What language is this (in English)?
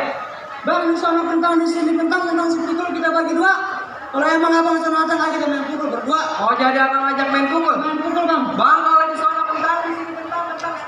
Betawi